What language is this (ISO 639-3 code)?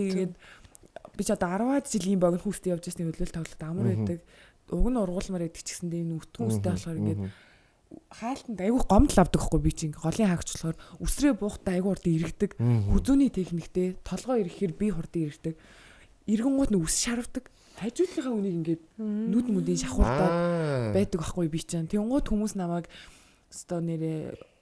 mon